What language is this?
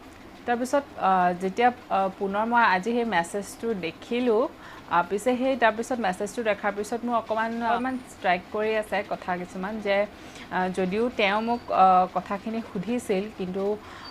Assamese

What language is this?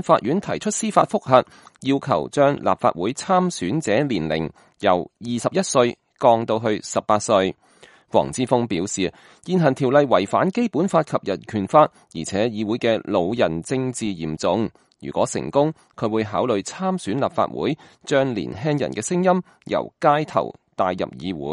Cantonese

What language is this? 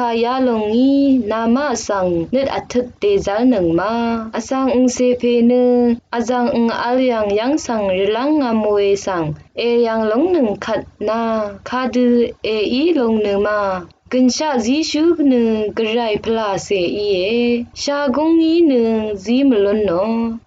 Rawang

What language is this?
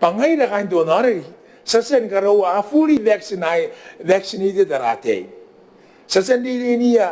Gilbertese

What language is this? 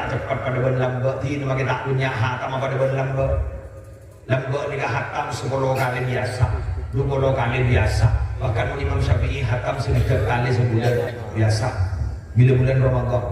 Madurese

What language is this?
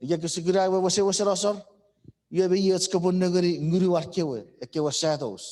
Chuukese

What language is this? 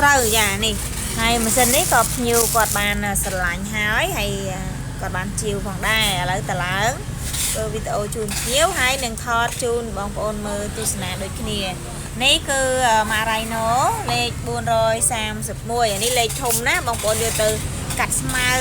Khmer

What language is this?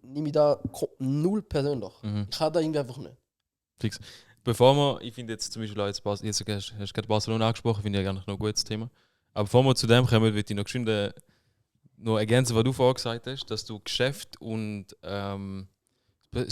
Swiss German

